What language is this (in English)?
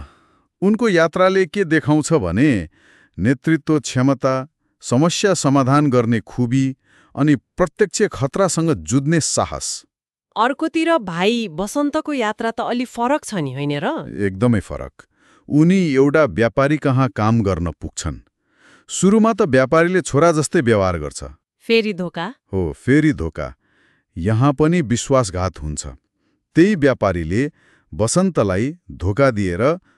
Nepali